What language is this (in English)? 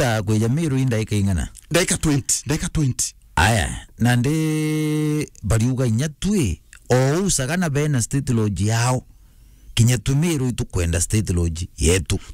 Meru